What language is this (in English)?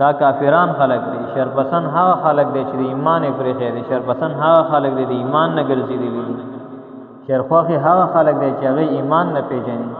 Pashto